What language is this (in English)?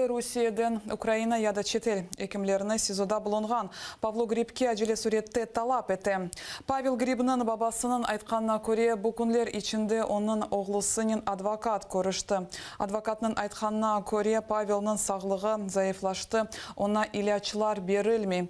Crimean Tatar